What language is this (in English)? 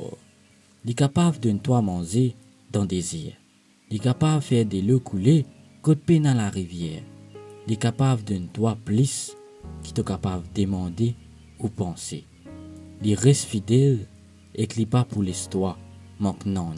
Morisyen